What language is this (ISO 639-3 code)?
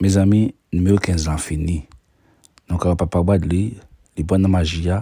hat